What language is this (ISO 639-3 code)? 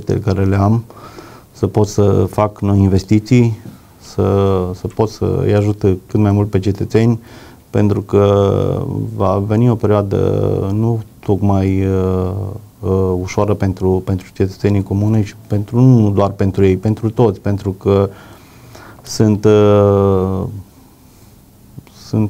ron